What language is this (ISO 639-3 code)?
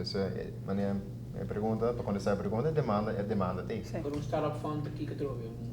pap